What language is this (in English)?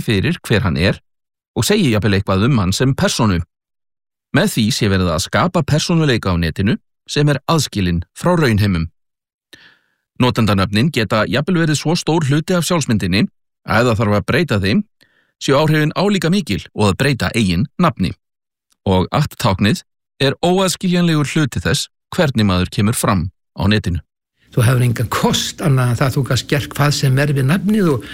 Icelandic